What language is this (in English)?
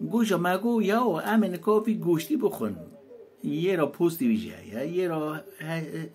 Kurdish